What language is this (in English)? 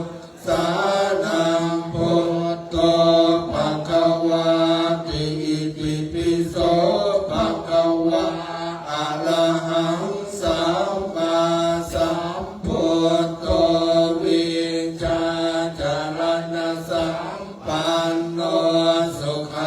Pali